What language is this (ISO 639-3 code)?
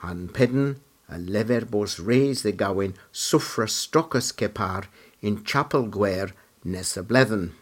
cor